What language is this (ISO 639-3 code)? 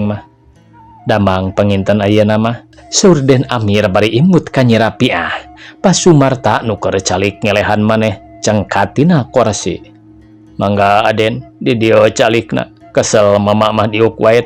sun